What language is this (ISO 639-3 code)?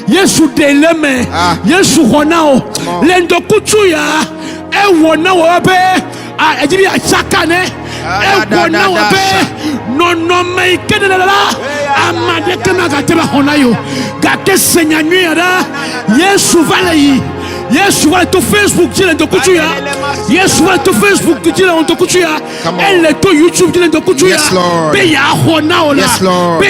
ewe